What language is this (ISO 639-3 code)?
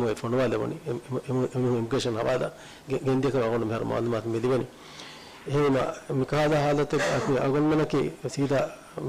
div